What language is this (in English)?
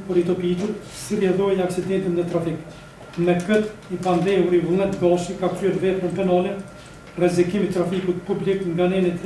Albanian